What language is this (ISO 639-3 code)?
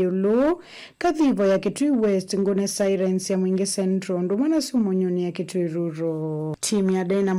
kam